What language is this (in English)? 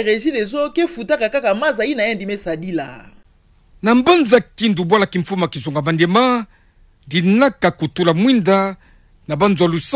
Kituba (Democratic Republic of Congo)